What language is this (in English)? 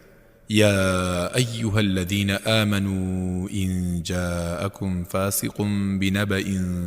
Central Kurdish